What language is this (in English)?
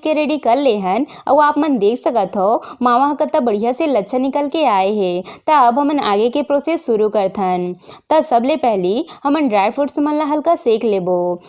Chhattisgarhi